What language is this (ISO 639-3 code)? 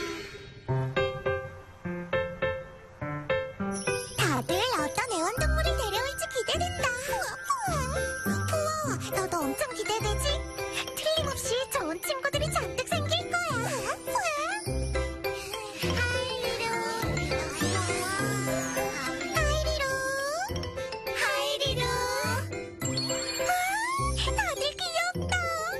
kor